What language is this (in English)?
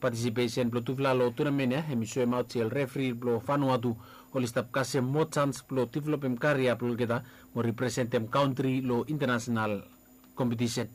Bislama